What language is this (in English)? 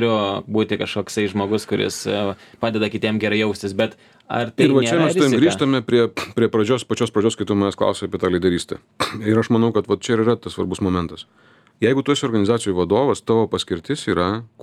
Lithuanian